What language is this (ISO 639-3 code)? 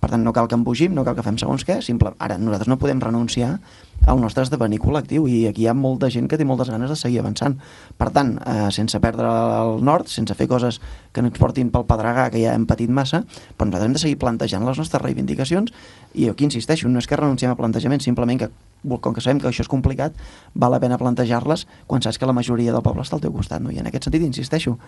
cat